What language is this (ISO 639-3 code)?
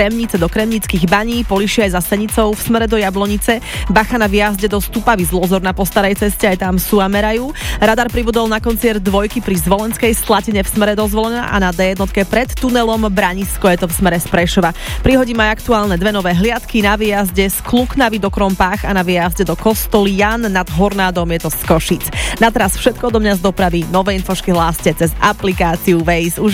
slk